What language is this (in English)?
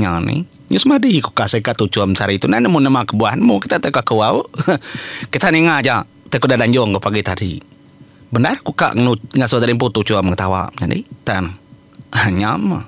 Iban